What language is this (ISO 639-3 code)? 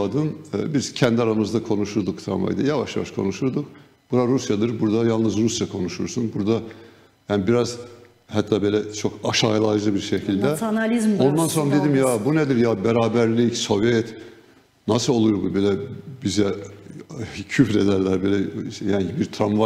gag